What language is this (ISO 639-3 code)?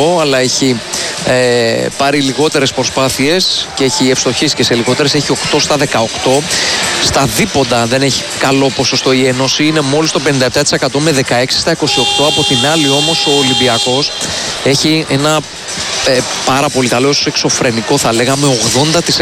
ell